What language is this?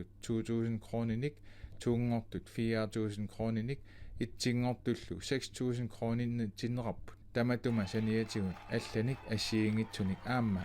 Kalaallisut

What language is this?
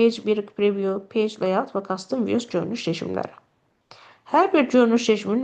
Azerbaijani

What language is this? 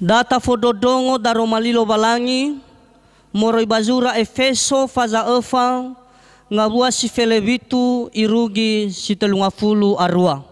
Nias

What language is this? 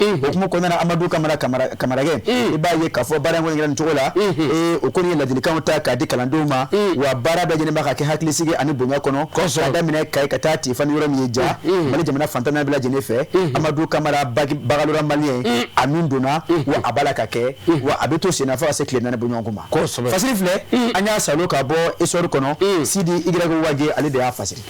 Bambara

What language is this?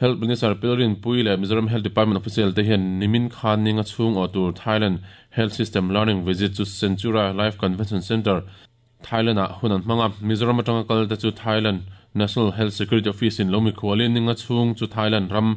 Mizo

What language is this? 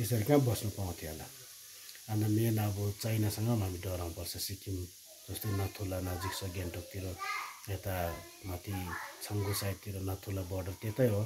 Nepali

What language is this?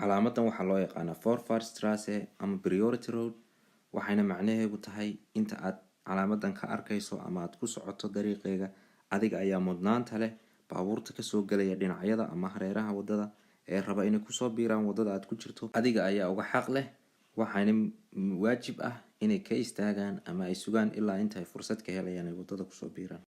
Somali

